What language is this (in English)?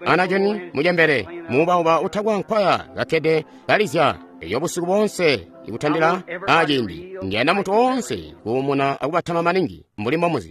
Tonga (Zambia)